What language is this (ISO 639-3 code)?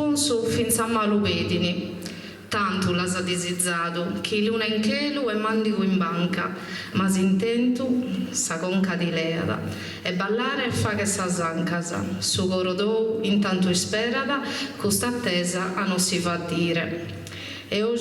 srd